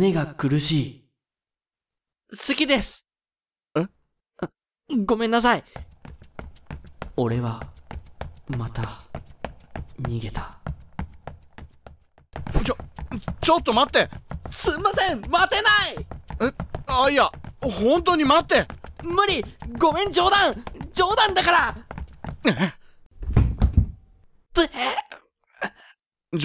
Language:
Japanese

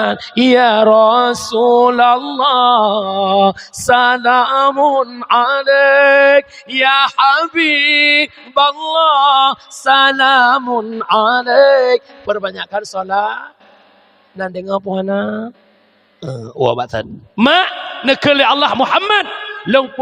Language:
Achinese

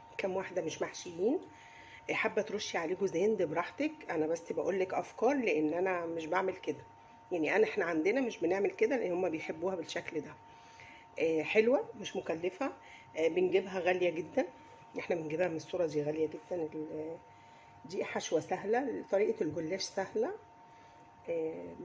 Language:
Egyptian Arabic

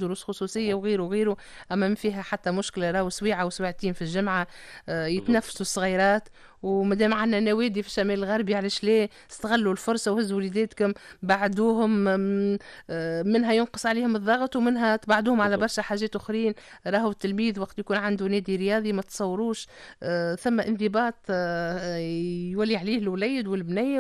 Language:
Tunisian Arabic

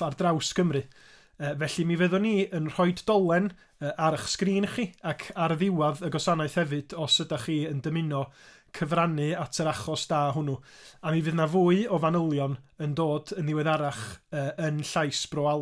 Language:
Welsh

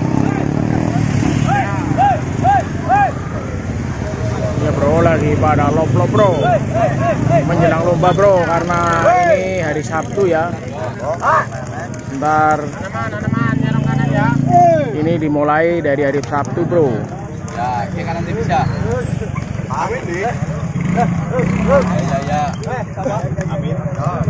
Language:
Indonesian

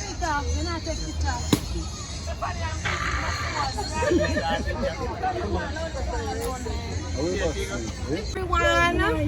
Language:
Jamaican Creole English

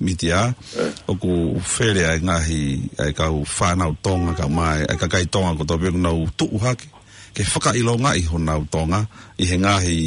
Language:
Tongan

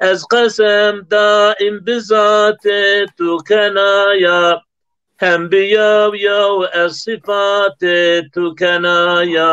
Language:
Zaza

